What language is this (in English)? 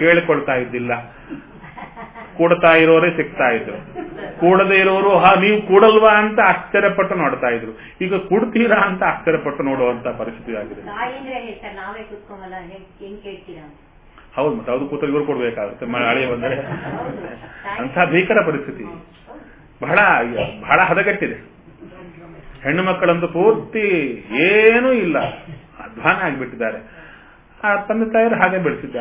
Kannada